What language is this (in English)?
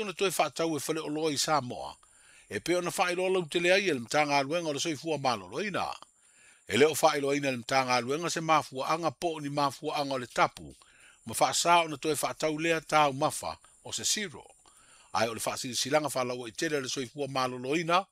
Samoan